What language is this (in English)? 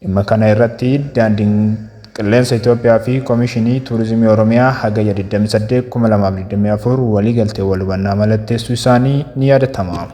Oromo